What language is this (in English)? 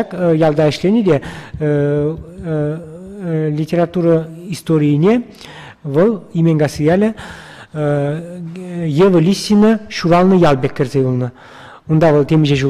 Chuvash